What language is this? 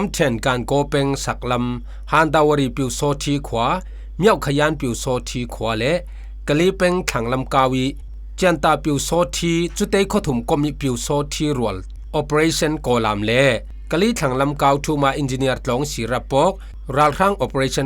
Falam Chin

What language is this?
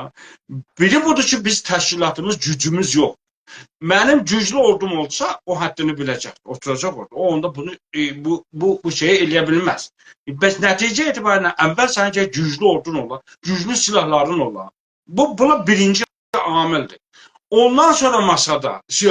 South Azerbaijani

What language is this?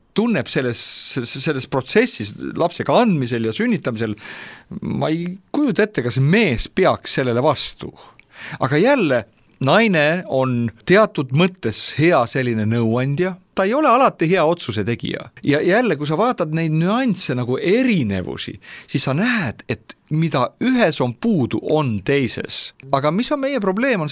Estonian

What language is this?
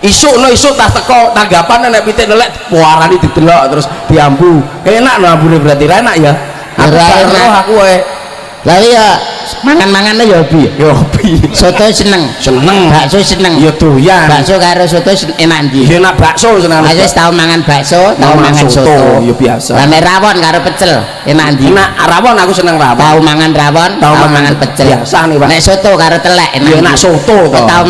Javanese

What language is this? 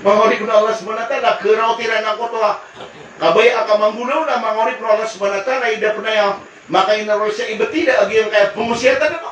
Maranao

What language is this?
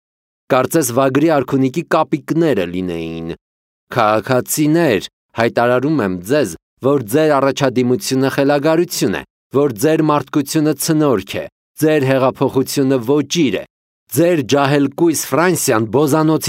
Armenian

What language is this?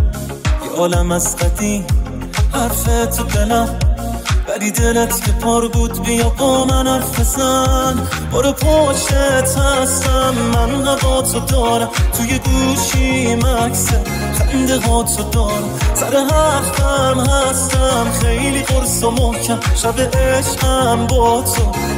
Persian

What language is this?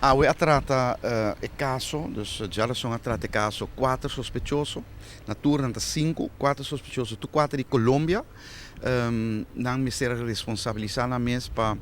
Papiamento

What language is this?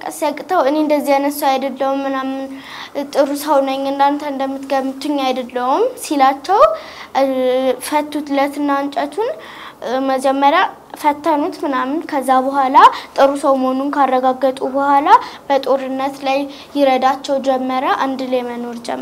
Amharic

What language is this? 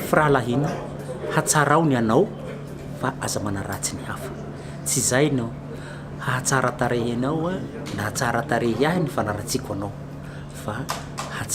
Malagasy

